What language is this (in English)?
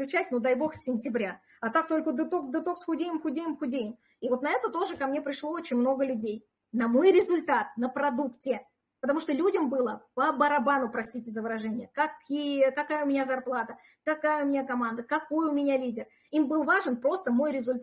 Russian